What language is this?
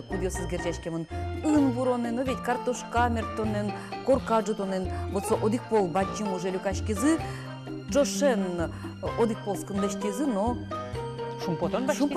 Udmurt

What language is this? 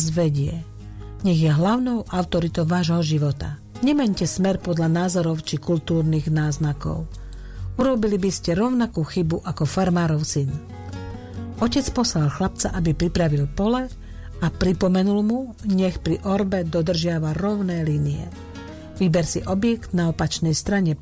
Slovak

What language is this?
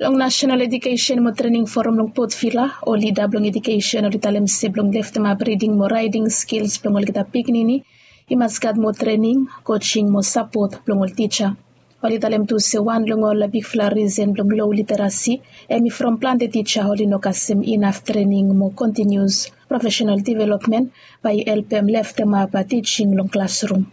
Bislama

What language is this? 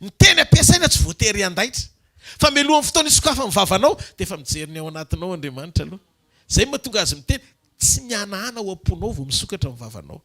Malagasy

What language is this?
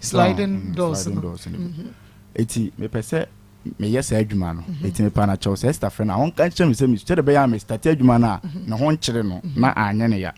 Akan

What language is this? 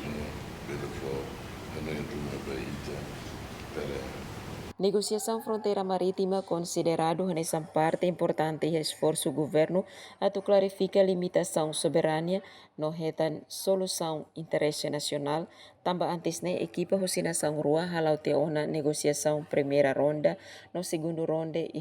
Tetum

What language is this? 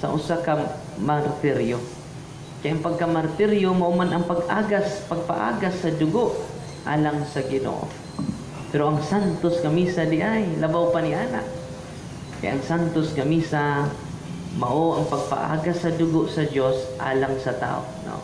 Cebuano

